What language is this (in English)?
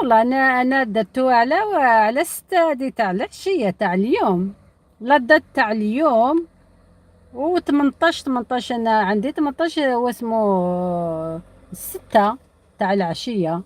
Algerian Arabic